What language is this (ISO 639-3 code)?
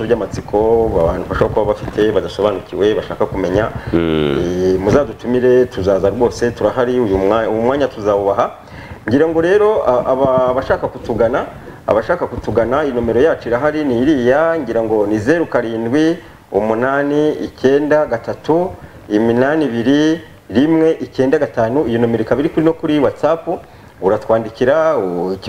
kin